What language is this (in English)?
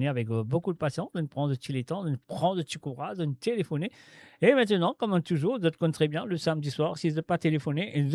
Morisyen